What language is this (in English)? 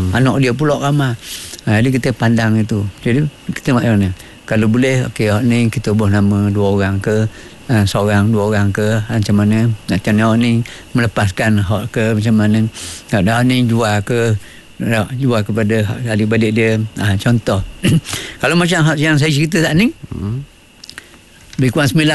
Malay